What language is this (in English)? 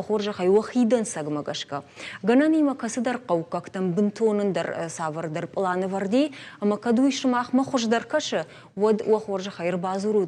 Ossetic